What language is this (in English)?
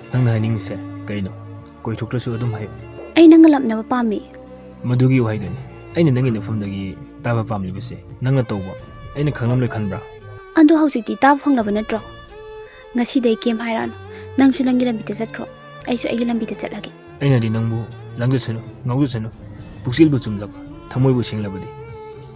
Manipuri